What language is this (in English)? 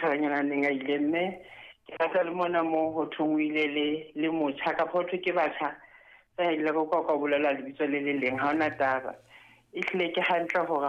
Southern Sotho